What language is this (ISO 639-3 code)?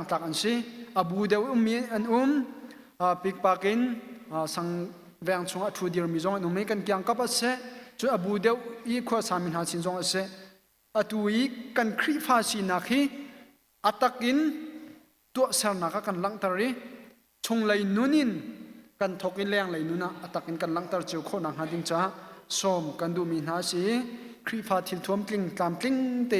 cnh